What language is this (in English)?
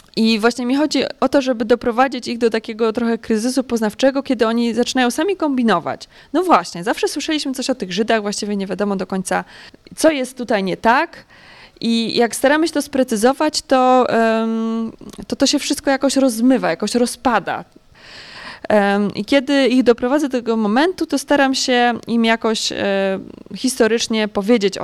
Polish